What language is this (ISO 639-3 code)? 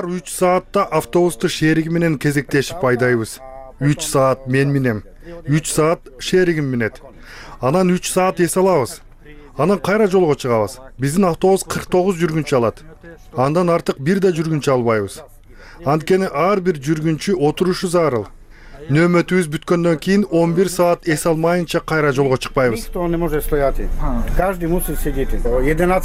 kir